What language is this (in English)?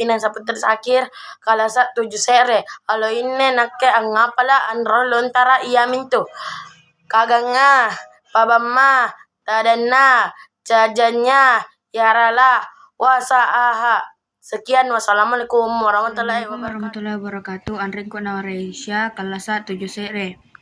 Makasar